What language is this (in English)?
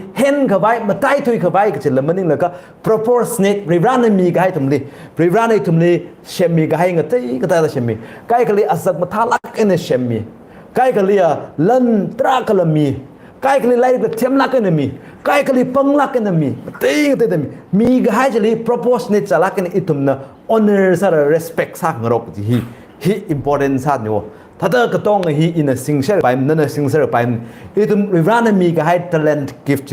Tangkhul Naga (India)